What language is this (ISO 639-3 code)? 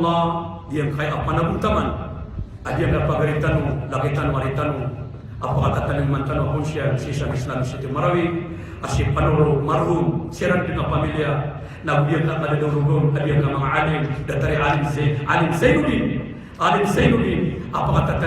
mrw